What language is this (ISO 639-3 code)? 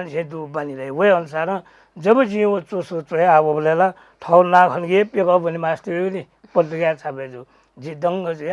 new